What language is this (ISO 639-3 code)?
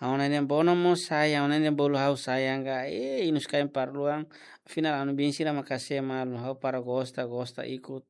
tet